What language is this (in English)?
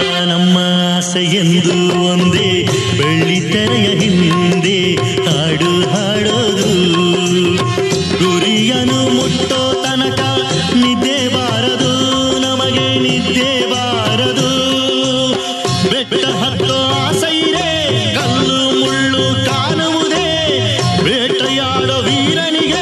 Kannada